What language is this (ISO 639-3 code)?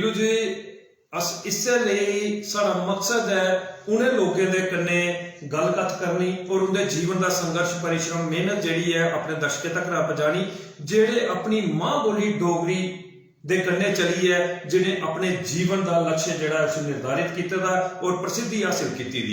doi